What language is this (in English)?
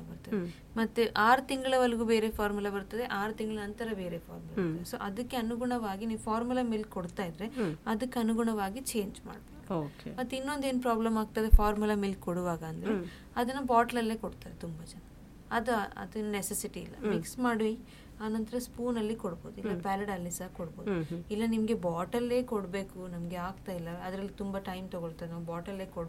Kannada